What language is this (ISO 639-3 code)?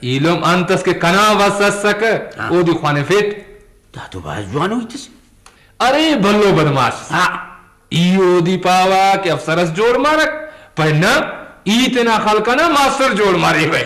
brh